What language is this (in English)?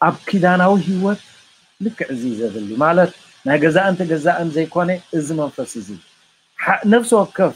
Tigrinya